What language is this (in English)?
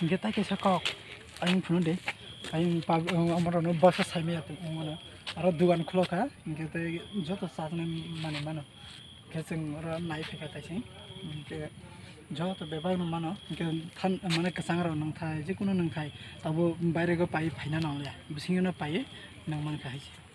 Kok Borok